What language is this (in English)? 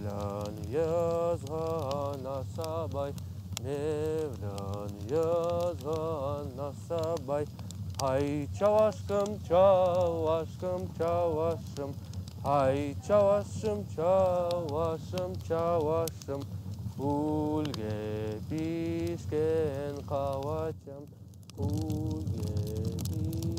Crimean Tatar